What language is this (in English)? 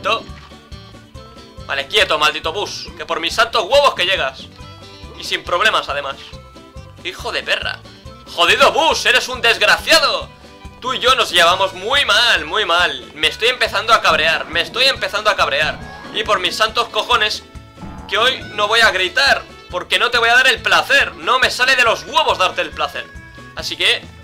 Spanish